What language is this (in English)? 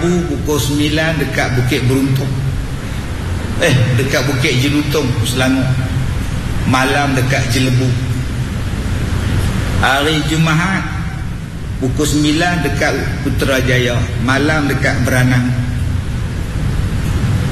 Malay